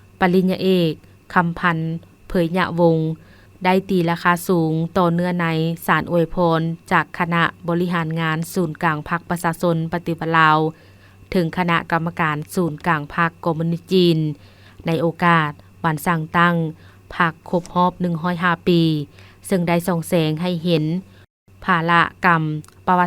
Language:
Lao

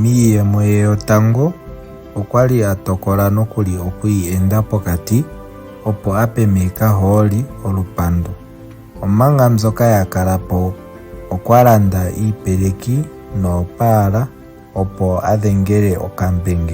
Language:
Ndonga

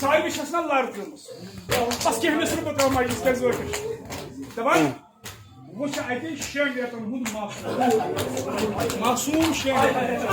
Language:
Kashmiri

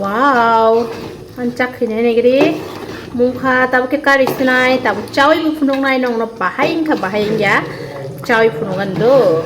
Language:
Kok Borok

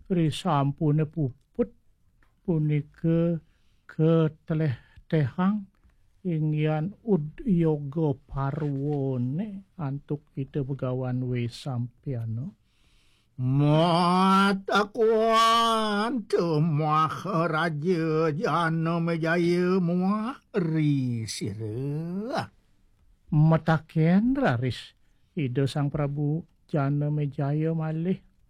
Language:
Balinese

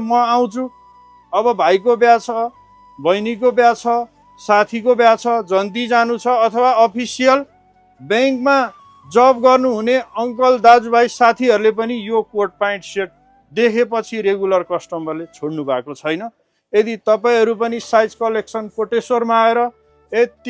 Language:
Nepali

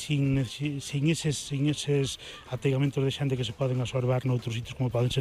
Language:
Galician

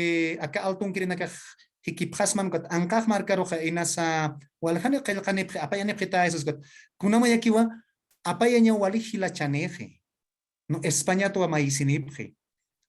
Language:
Aymara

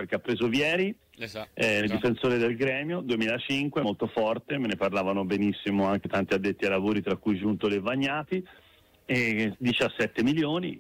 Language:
Italian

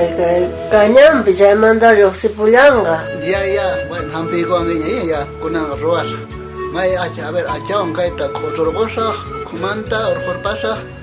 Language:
South Bolivian Quechua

